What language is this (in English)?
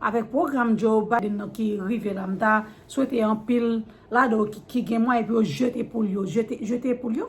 Haitian Creole